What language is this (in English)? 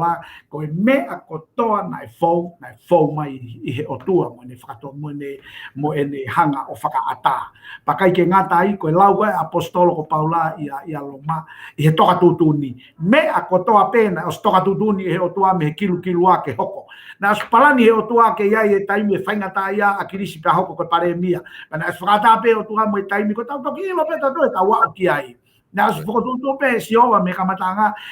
Tongan